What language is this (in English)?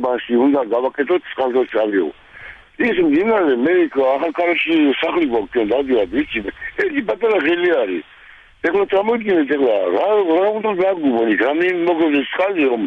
Georgian